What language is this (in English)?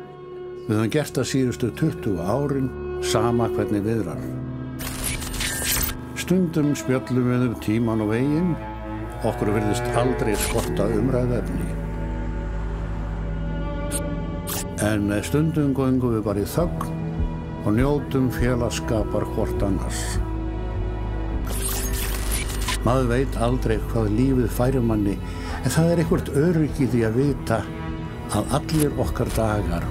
Icelandic